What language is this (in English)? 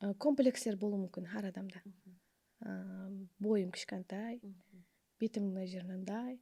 Kara-Kalpak